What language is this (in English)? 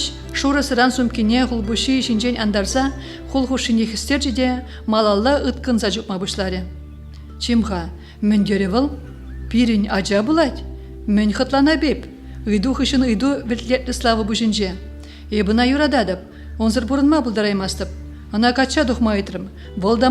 Chuvash